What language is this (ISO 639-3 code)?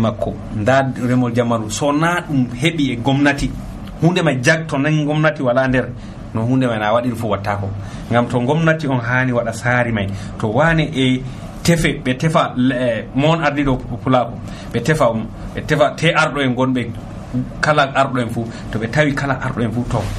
fuv